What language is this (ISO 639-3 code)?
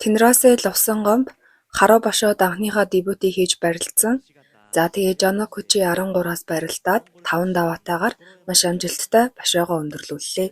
mon